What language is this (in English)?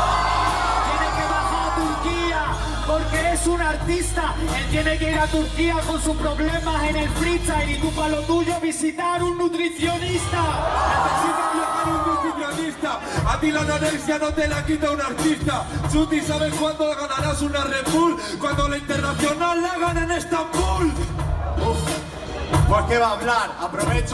Spanish